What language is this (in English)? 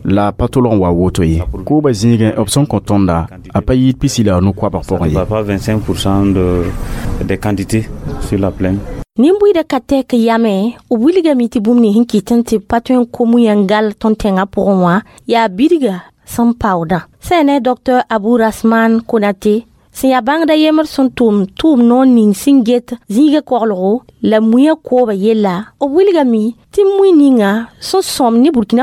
Mossi